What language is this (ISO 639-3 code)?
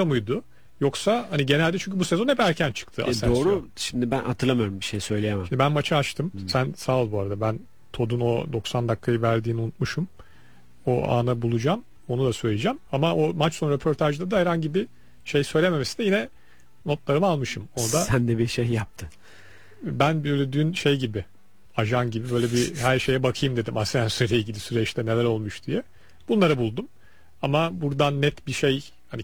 tur